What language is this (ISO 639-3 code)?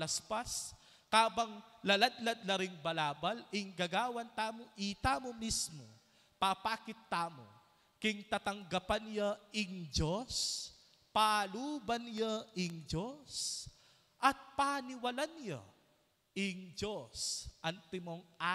pam